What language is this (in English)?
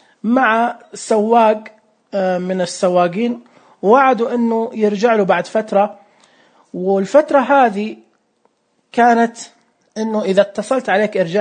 Najdi Arabic